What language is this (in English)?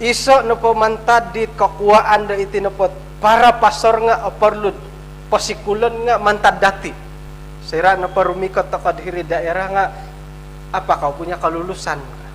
Central Dusun